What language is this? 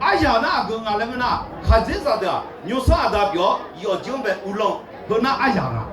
Akha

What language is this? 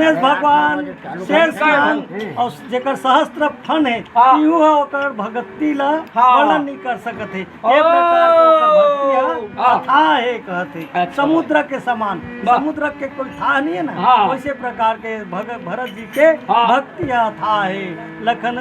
Chhattisgarhi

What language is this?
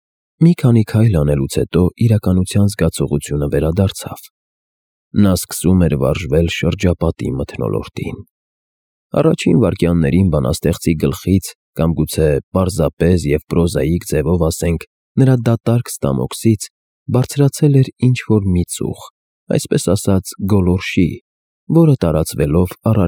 Armenian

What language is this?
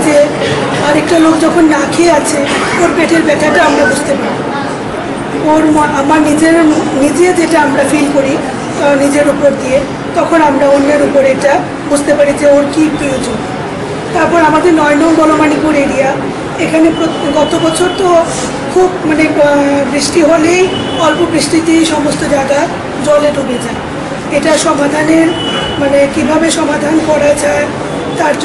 Bangla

